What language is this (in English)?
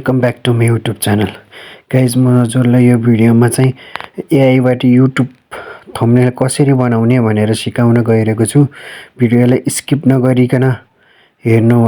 Nepali